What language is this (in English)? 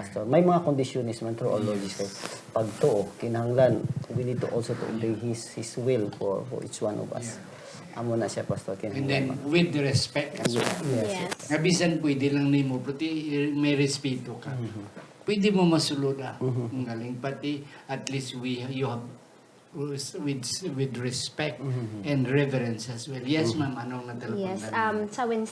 Hiligaynon